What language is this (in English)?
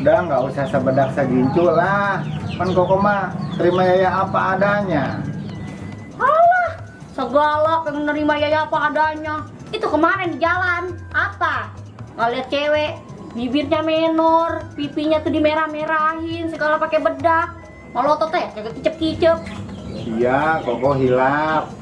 Betawi